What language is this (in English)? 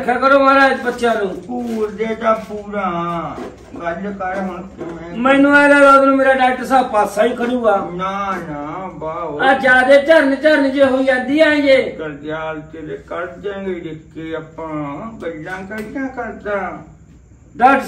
Punjabi